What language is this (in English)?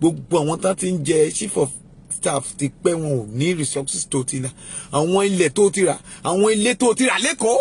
Yoruba